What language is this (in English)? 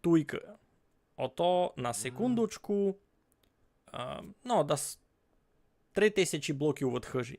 Rusyn